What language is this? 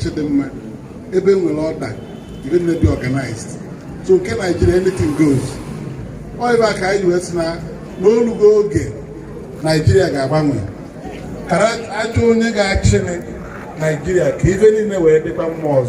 Igbo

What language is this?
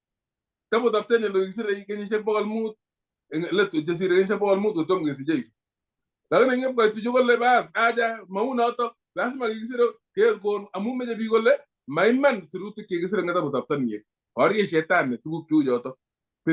Kalenjin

